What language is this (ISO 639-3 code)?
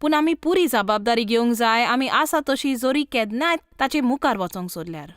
kok